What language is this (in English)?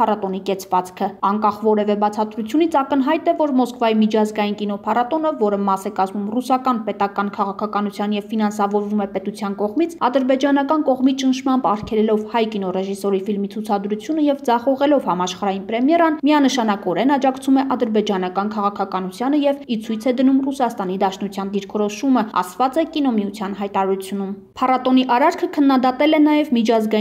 Armenian